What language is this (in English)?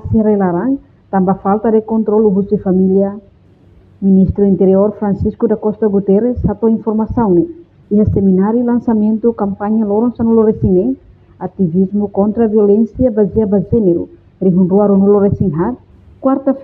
Tetum